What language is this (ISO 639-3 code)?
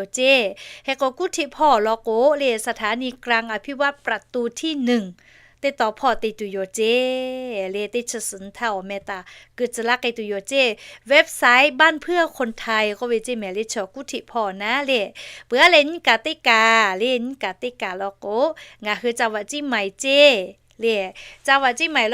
lhu